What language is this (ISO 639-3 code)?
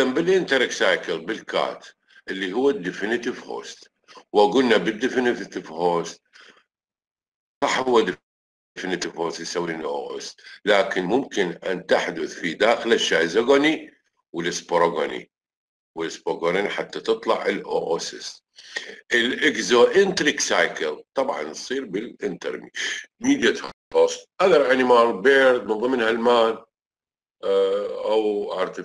acm